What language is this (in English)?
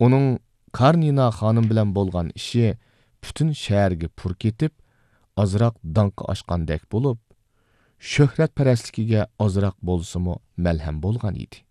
Uyghur